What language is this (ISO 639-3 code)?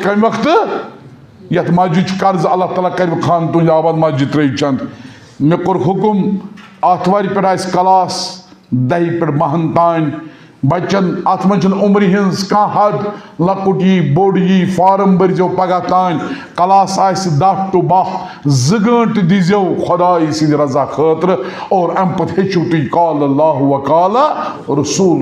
kas